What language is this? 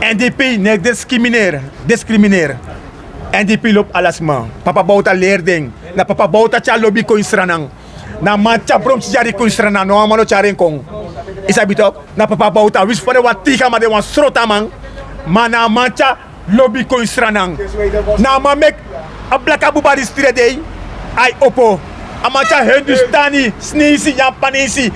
Sranan Tongo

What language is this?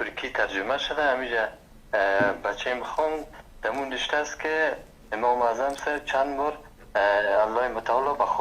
Persian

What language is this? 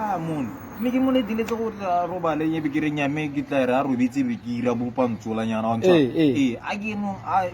Tswana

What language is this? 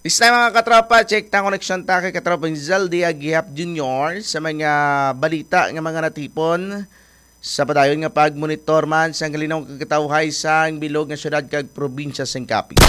Hiligaynon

